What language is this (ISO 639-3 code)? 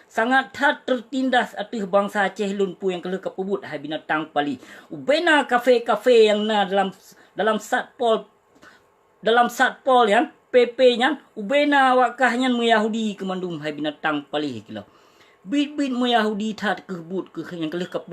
ace